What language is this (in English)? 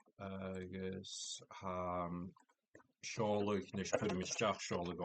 Scottish Gaelic